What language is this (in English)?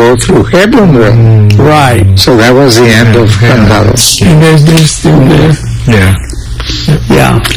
English